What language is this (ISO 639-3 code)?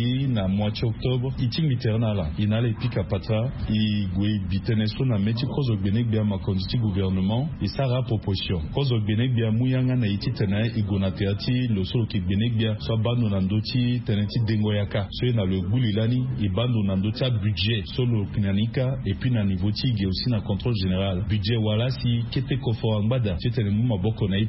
sag